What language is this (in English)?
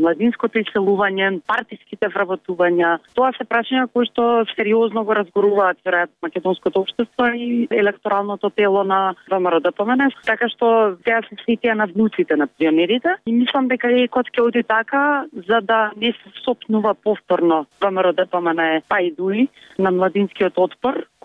Macedonian